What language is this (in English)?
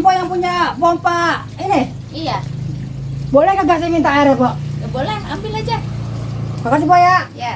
Betawi